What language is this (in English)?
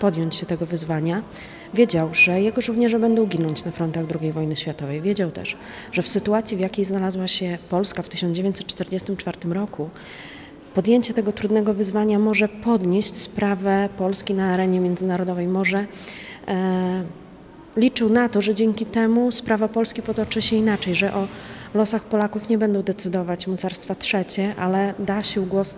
Polish